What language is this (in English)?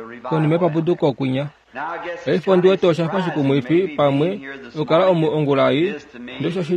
Kuanyama